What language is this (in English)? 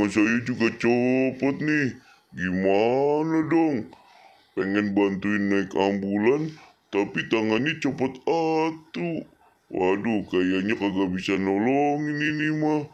Betawi